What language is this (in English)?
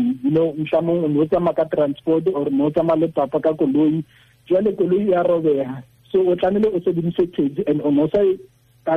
Tswana